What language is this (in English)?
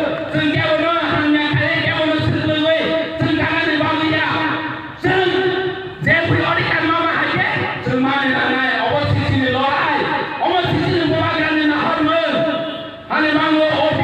Kok Borok